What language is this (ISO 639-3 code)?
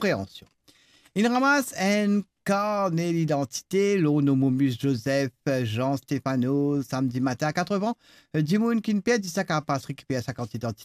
mfe